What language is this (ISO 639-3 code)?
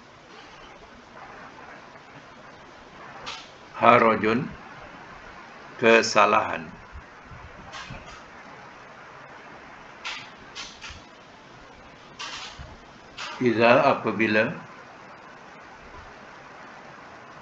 msa